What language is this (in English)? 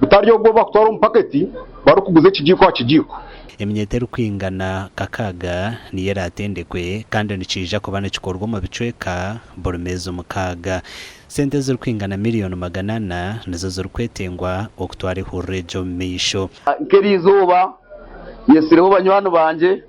Nyankole